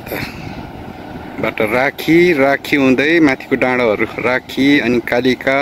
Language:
Nepali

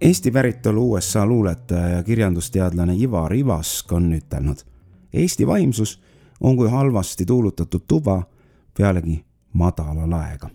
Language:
Estonian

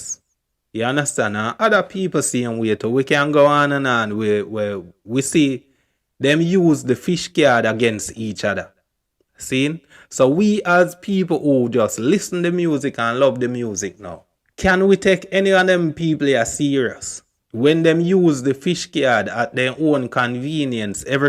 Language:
Jamaican Creole English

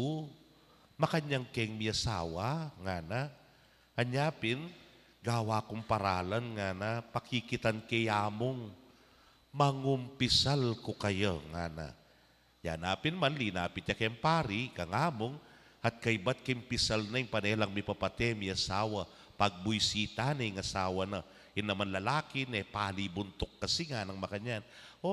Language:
Pampanga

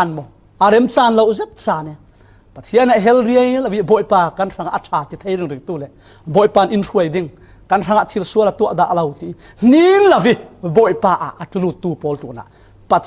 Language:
Falam Chin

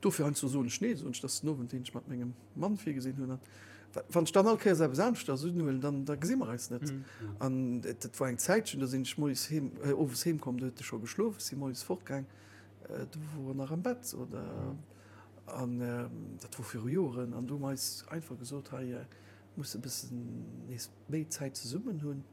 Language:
Luxembourgish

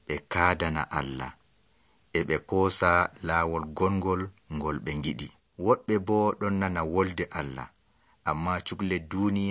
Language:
Nigerian Fulfulde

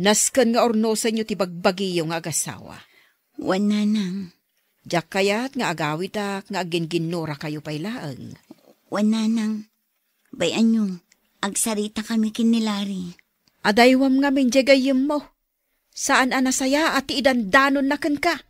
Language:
Iloko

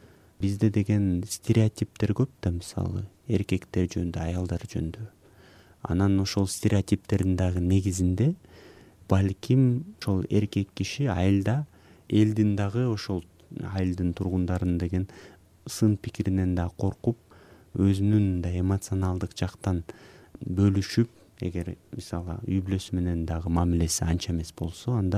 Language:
Kyrgyz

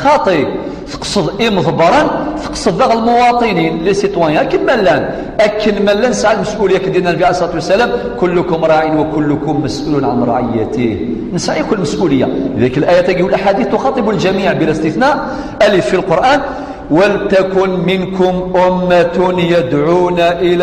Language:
Kabyle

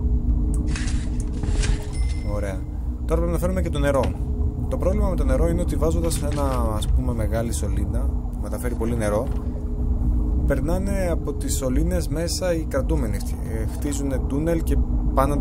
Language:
Greek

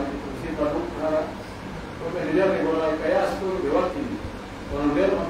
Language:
Pular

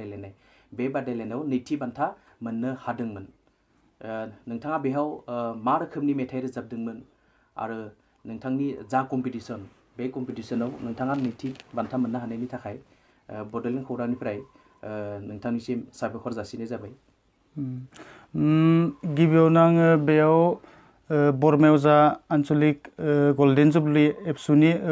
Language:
Bodo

